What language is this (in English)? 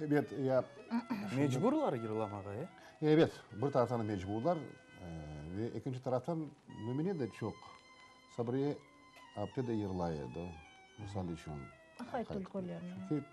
Crimean Tatar